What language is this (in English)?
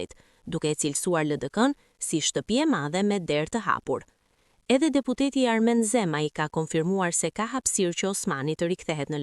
Albanian